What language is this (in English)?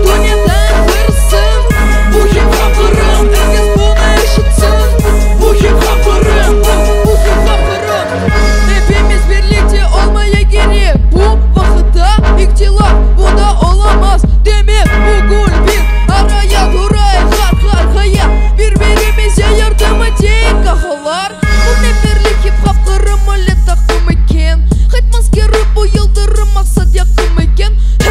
Crimean Tatar